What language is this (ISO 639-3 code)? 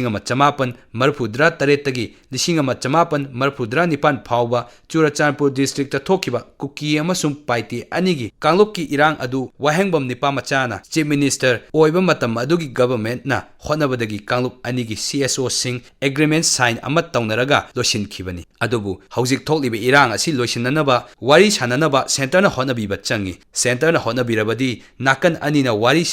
mni